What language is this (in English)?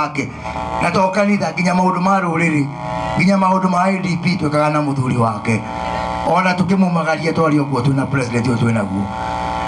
Kikuyu